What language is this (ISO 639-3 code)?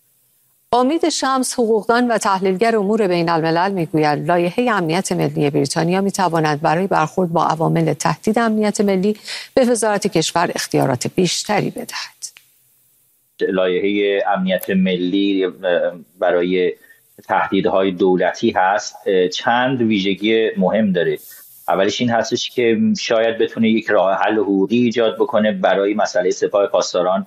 fas